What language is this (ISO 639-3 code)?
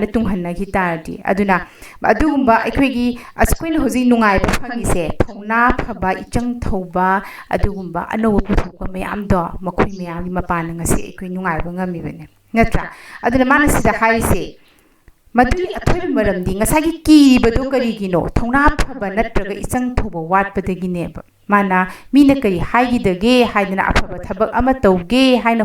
mni